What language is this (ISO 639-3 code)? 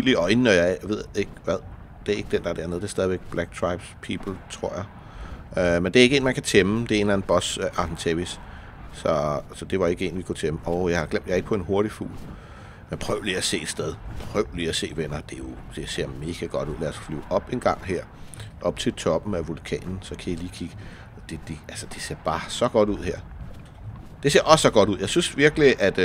dan